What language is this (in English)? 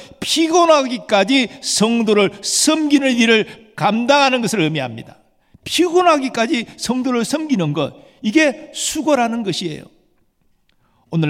Korean